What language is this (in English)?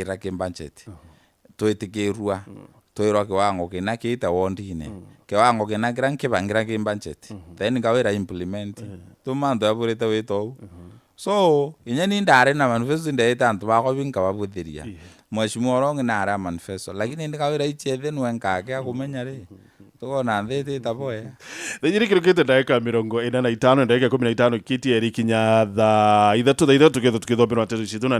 Meru